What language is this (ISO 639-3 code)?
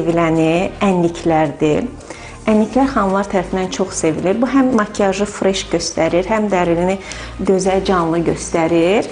aze